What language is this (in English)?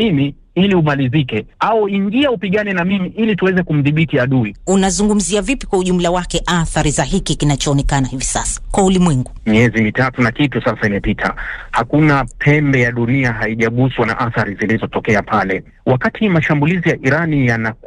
Swahili